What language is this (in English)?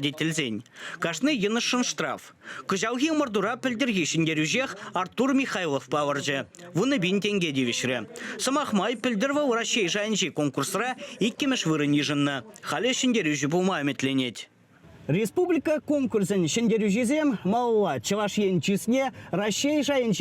Chuvash